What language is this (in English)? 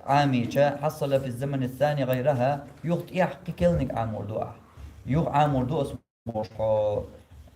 Chechen